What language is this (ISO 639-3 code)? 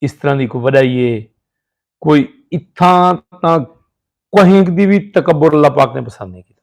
skr